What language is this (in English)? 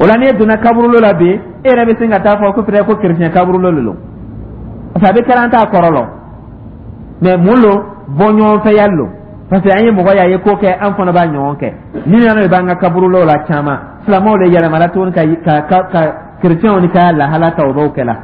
Dyula